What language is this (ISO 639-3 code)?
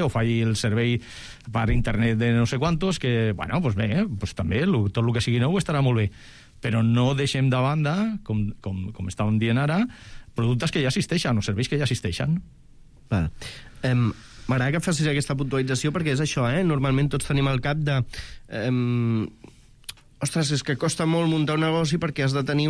cat